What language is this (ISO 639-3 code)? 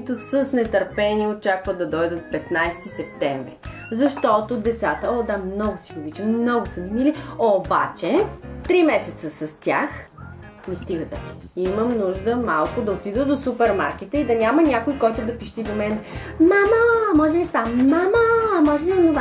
bul